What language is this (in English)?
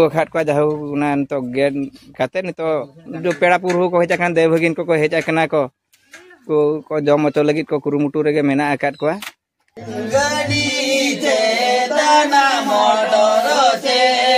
Santali